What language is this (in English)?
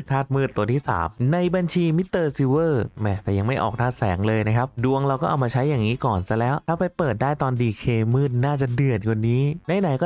Thai